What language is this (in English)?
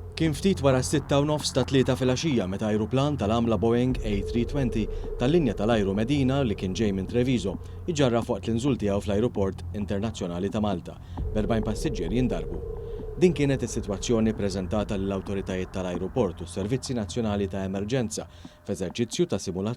Maltese